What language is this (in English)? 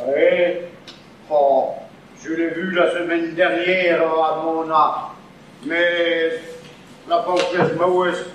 Breton